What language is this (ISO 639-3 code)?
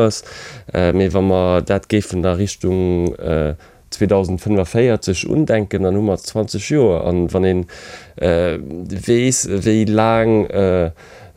ltz